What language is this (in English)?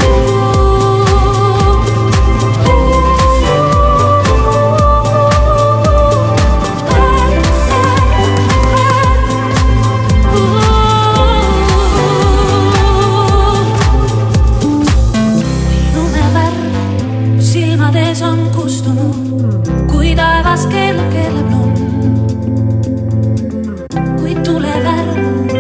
Estonian